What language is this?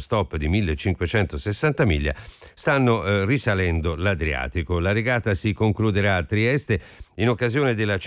Italian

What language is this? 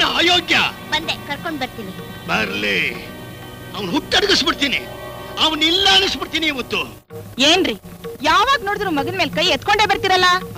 Kannada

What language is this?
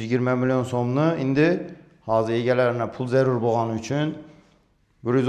Uzbek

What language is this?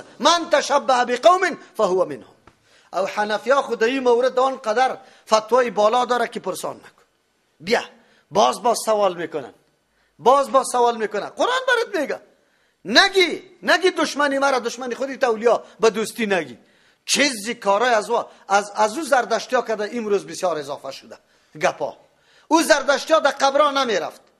Persian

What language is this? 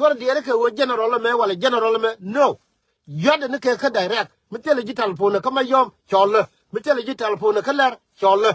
Nuer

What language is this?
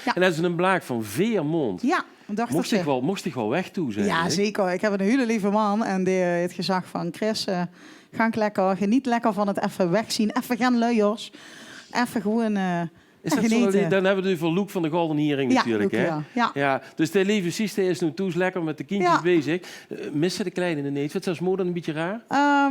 Limburgish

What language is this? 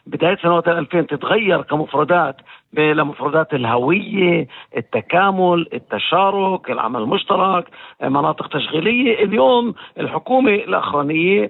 North Levantine Arabic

